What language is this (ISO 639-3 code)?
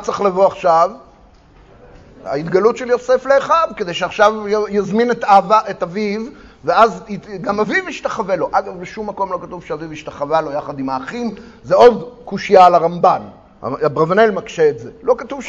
heb